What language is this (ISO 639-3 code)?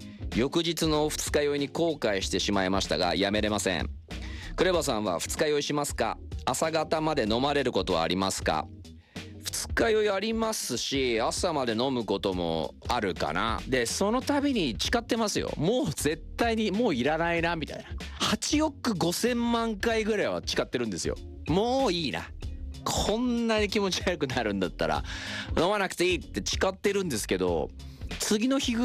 jpn